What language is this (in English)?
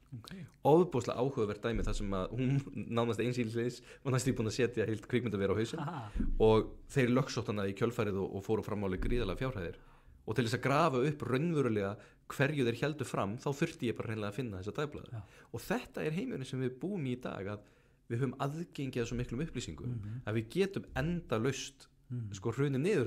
Icelandic